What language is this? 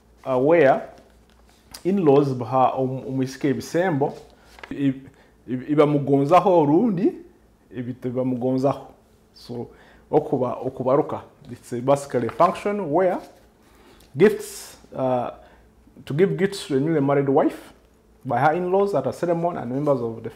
Nyoro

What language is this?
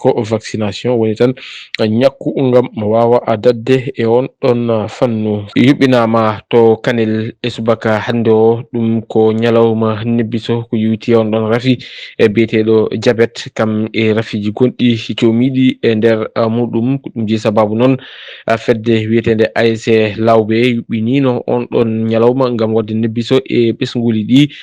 Fula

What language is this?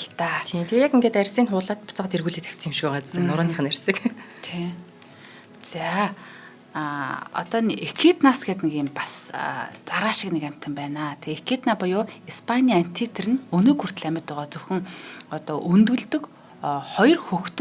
Mongolian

